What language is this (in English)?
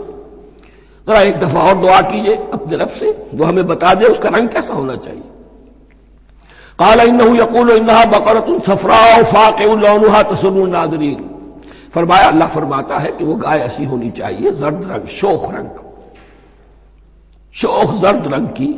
Urdu